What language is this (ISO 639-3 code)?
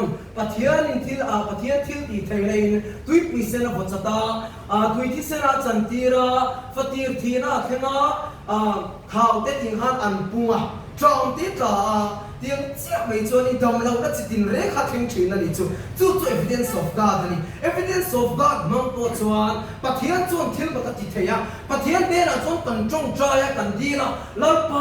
lus